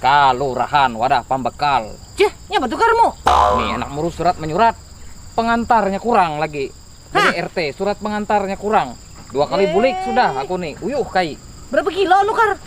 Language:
Banjar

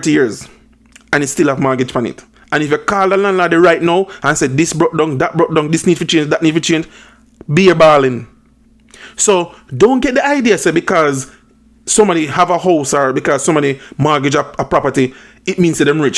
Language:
Jamaican Creole English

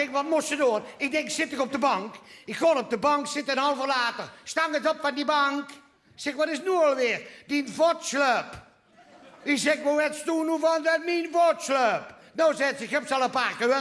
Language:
Limburgish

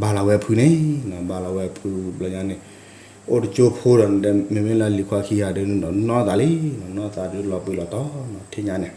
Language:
S'gaw Karen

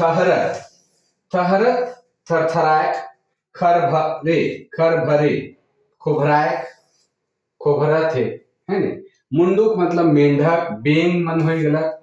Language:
Sadri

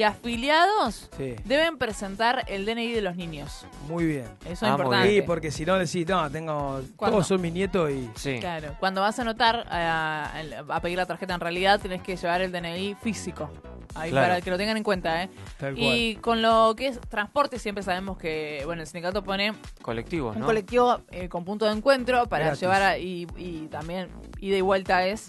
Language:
Spanish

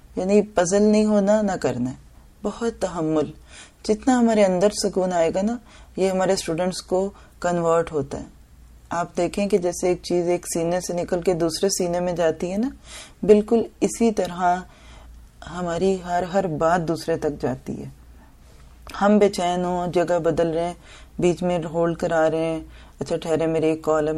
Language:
Urdu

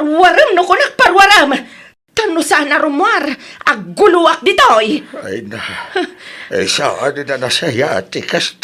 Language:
Iloko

